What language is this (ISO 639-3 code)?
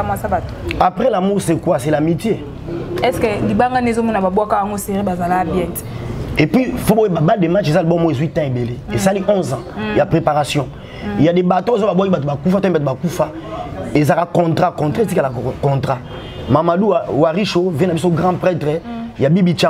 lin